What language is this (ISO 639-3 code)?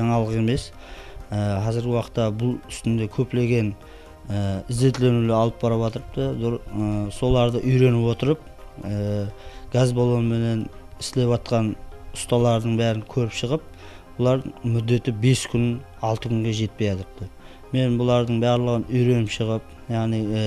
kaa